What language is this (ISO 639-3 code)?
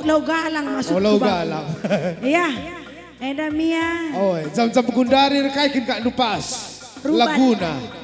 btx